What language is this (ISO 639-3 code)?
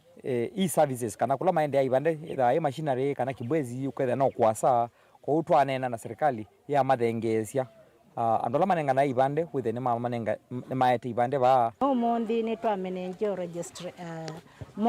kam